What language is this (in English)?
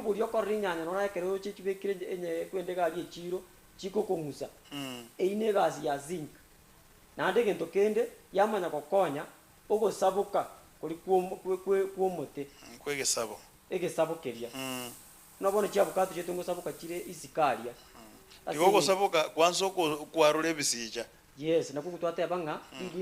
Gusii